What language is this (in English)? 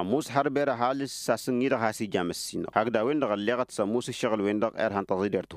Tamasheq